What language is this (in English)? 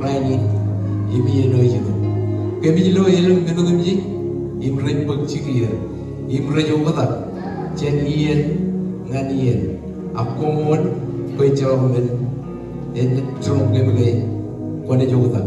Marshallese